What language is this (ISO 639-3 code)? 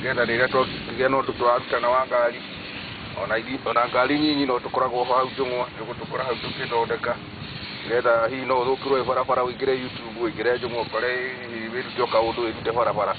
kik